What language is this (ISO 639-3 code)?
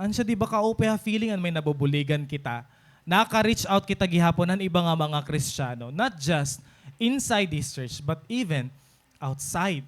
war